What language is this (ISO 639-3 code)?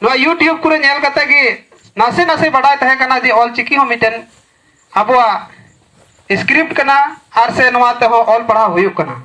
sat